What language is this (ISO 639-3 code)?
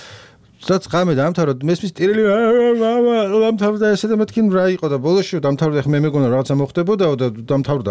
kat